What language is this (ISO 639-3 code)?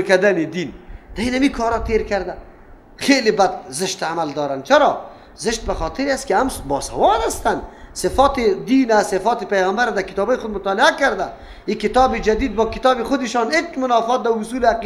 fas